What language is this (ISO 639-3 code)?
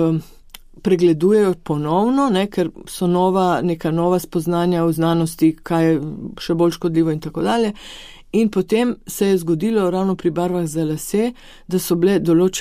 slv